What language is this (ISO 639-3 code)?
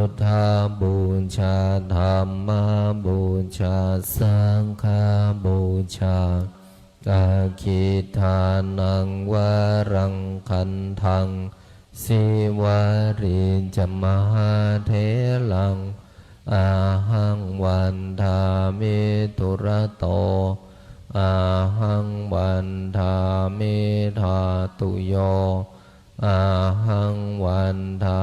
pli